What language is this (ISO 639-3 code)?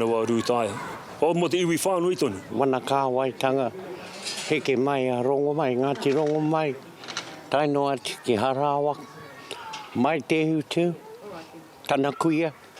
mri